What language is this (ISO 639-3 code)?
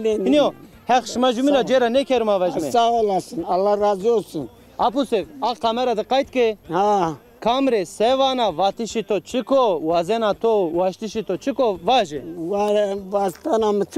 zza